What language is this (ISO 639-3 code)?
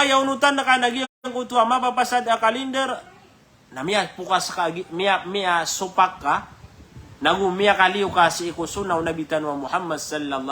mrw